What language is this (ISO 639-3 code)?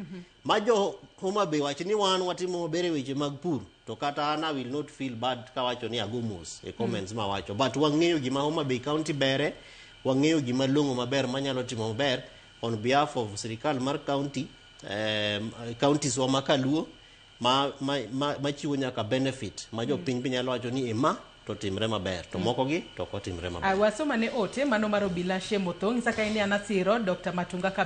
luo